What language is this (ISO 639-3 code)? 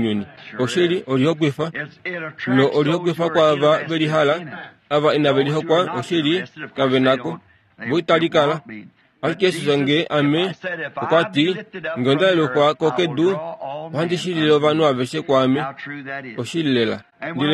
kua